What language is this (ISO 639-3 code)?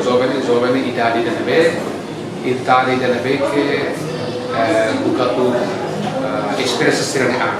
tet